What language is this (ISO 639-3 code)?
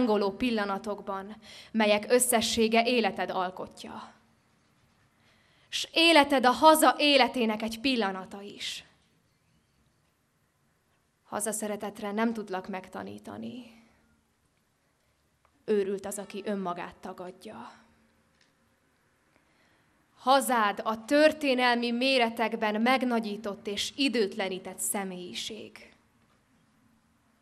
hun